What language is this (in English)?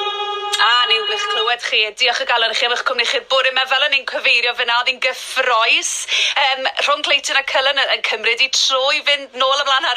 Welsh